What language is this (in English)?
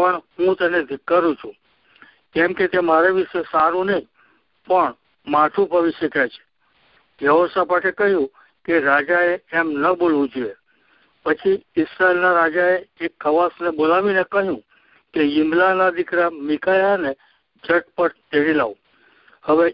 Gujarati